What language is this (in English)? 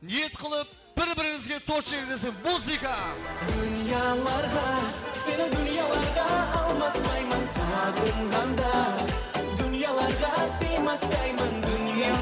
Kara-Kalpak